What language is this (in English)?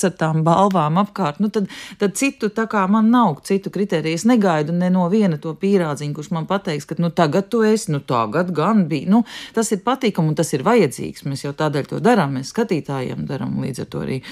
Latvian